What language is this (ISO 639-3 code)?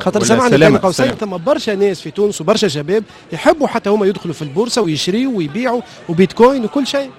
aeb